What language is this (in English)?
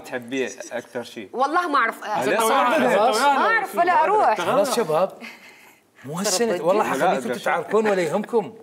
Mesopotamian Arabic